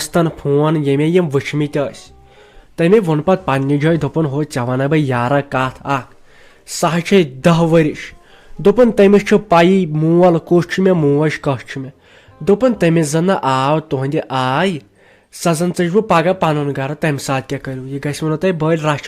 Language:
Kashmiri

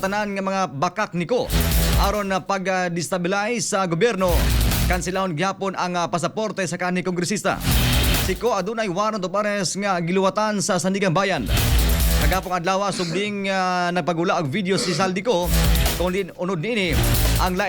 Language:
Cebuano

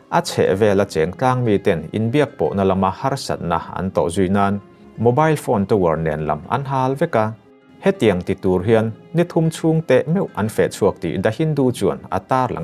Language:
Mizo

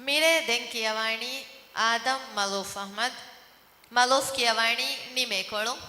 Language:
Divehi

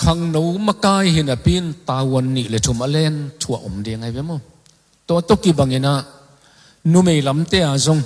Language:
Tedim Chin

